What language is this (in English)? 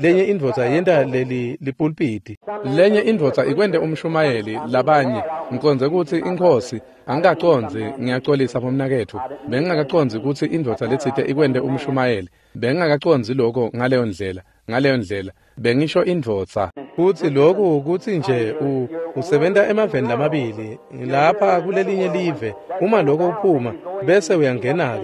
Swati